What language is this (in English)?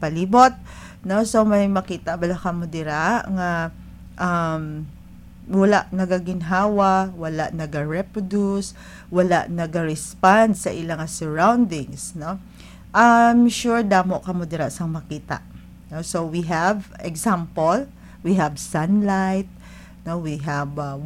Hiligaynon